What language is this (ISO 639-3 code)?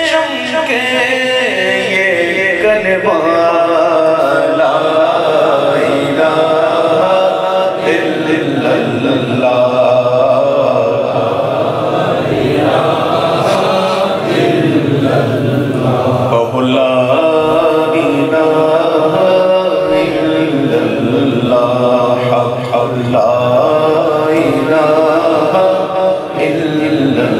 urd